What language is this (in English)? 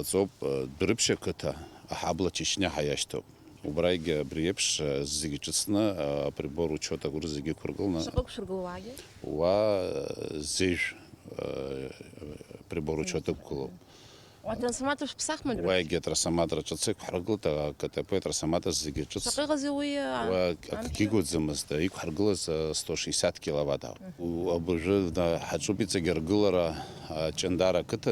Abkhazian